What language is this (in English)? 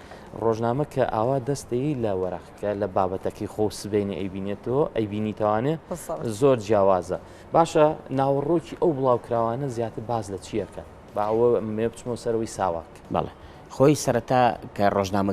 Central Kurdish